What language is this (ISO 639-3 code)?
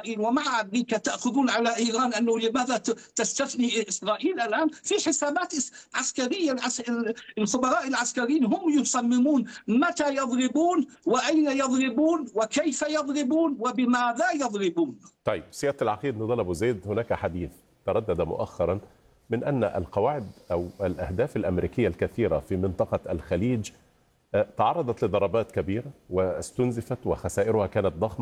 ara